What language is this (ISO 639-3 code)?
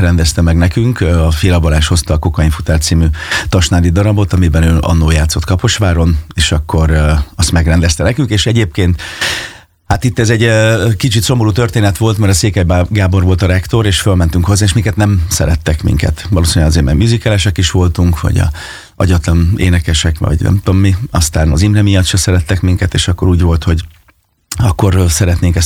hun